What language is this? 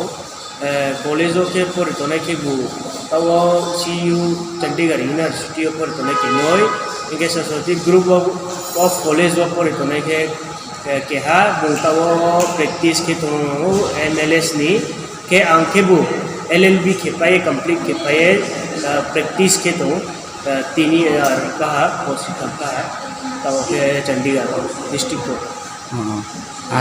Riang (India)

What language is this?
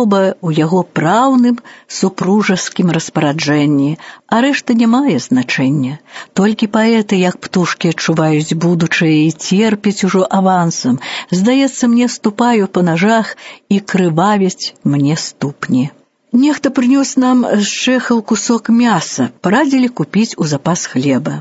Belarusian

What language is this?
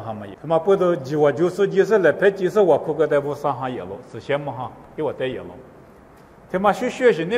Lisu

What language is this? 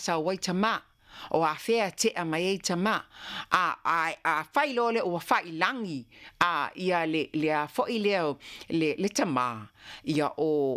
Samoan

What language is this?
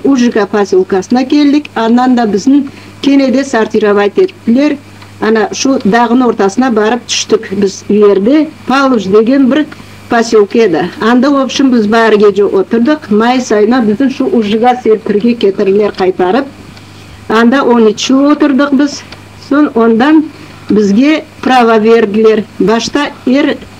Crimean Tatar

